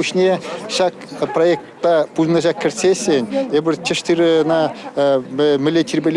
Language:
Chuvash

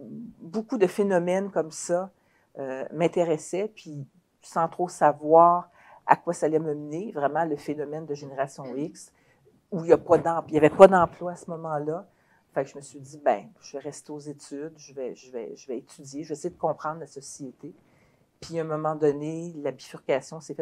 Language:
French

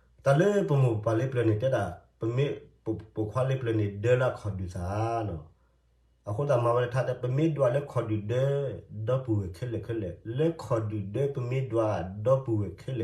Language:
S'gaw Karen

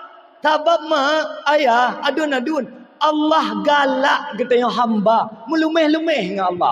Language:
Achinese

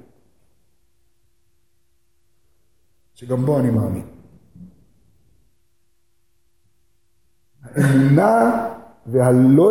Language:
Hebrew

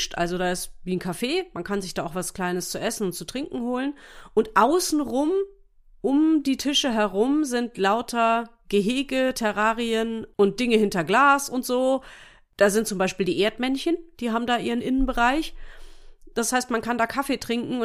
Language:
German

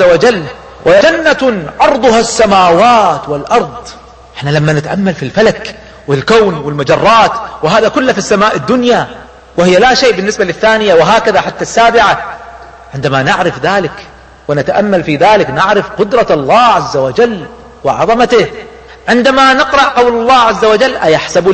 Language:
Arabic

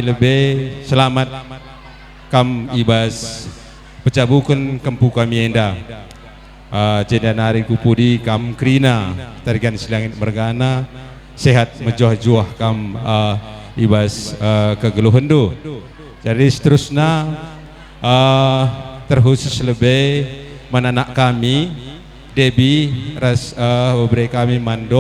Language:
Batak Karo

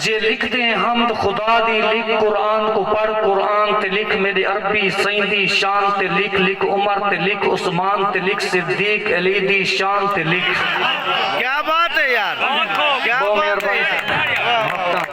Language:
Saraiki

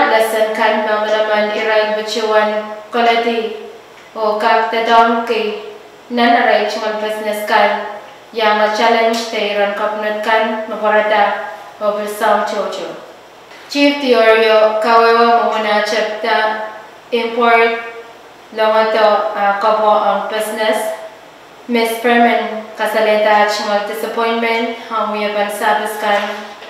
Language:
Pohnpeian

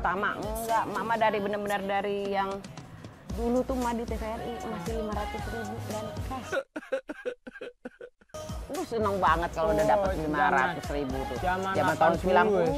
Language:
Indonesian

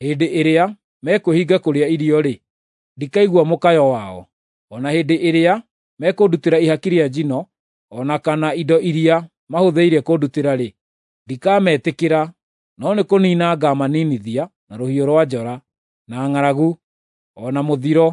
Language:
Kikuyu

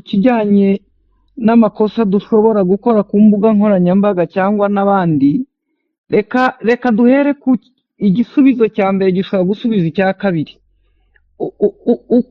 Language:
Kinyarwanda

